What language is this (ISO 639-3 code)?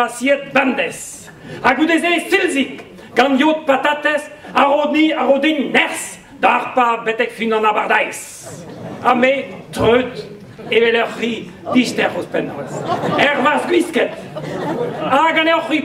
bre